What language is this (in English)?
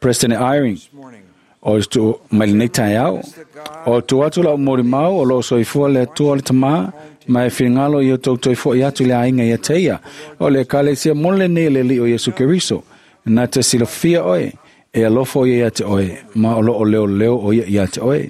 Samoan